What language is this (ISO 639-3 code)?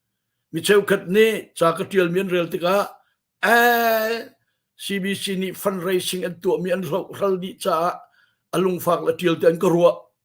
cnh